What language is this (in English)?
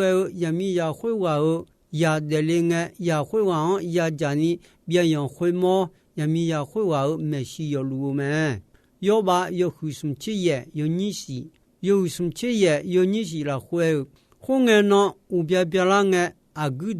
Akha